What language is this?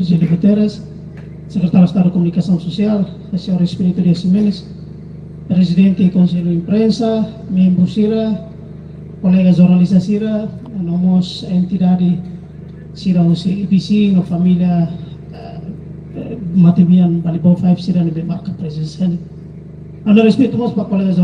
Tetum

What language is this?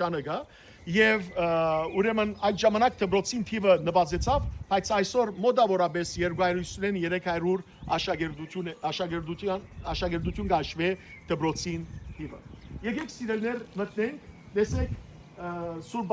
Western Armenian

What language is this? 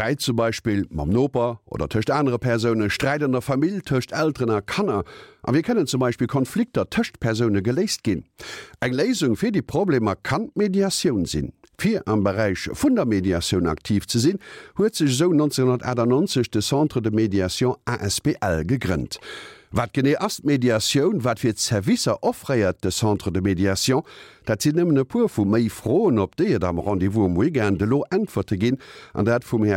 Luxembourgish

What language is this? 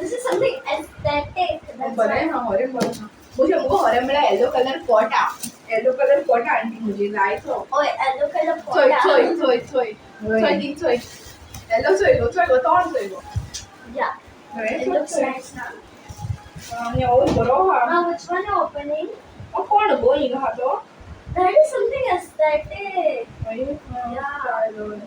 Konkani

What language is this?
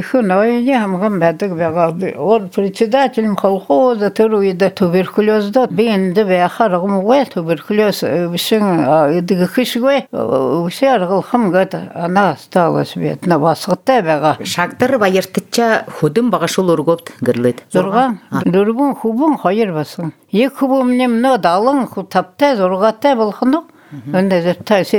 Buriat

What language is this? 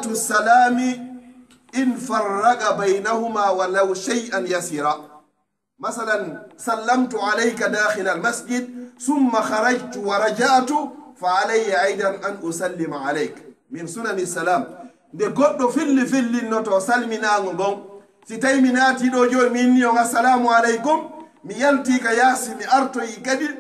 Pular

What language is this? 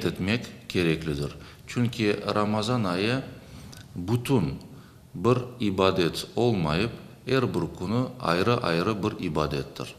Crimean Tatar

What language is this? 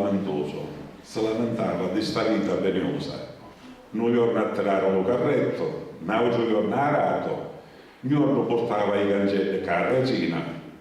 Sicilian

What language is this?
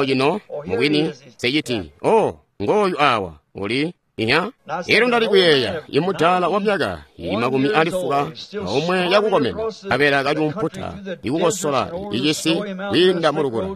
Tonga (Zambia)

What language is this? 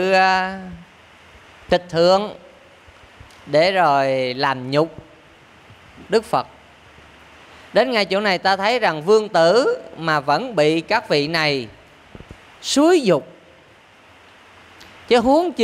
Vietnamese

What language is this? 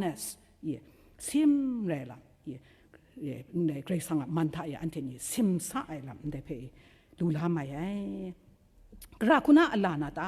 Kachin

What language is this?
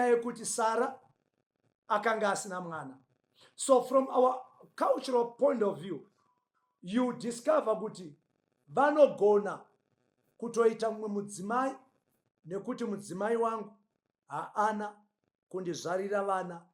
Shona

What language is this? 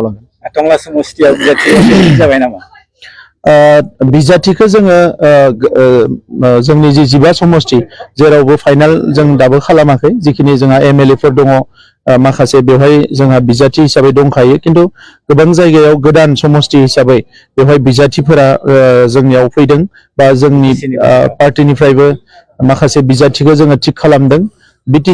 Bodo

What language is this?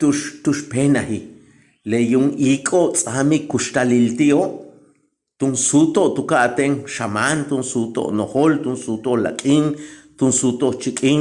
Yucateco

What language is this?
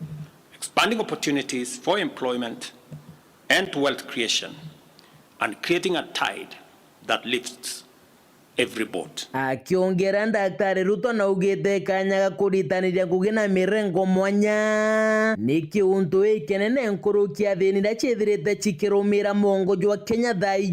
Meru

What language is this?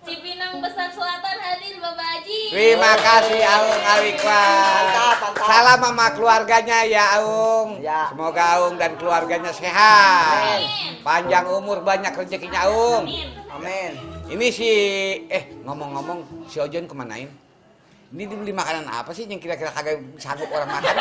Betawi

